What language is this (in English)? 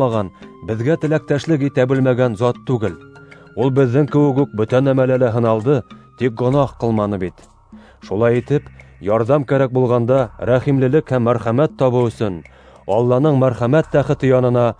Bashkir